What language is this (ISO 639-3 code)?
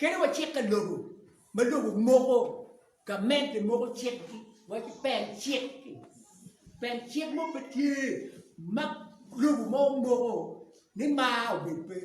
ach